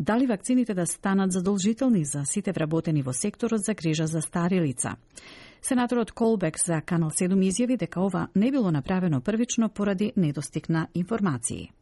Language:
Macedonian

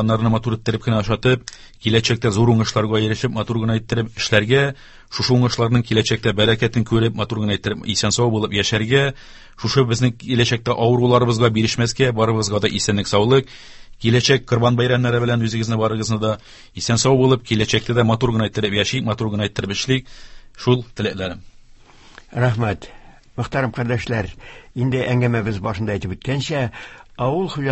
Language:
Tatar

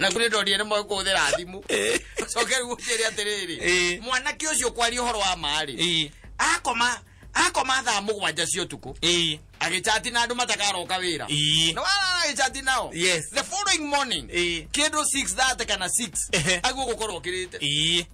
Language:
Kikuyu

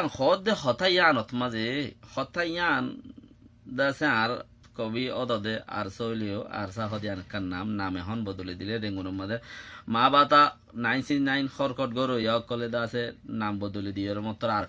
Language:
Rohingya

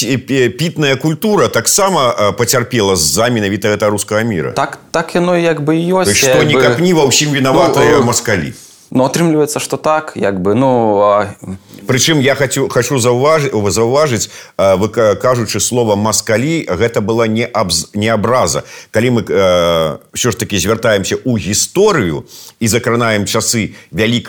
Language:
Belarusian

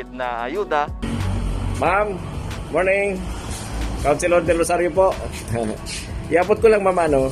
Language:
Bikol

